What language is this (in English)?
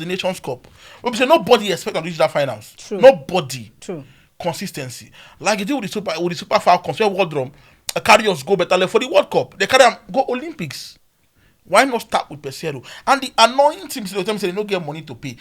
Nigerian Pidgin